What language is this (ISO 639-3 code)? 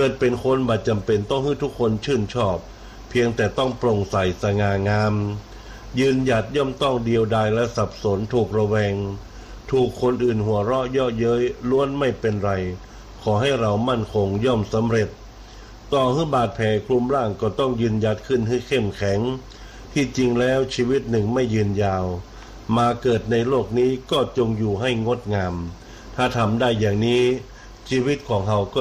tha